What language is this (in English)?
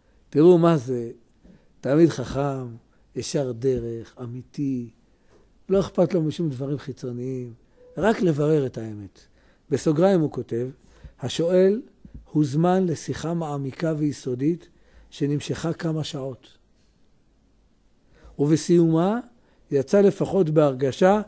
Hebrew